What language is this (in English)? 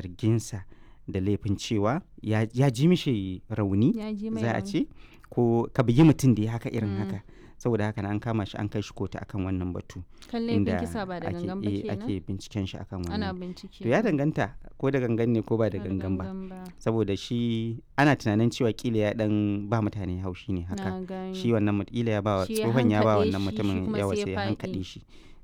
Hausa